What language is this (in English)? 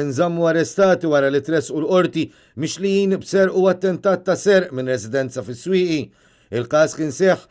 Maltese